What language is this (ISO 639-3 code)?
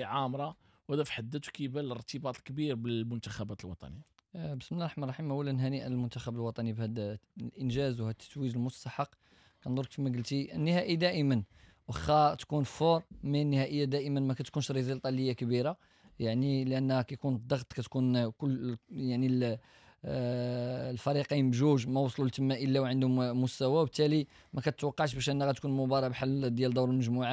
ary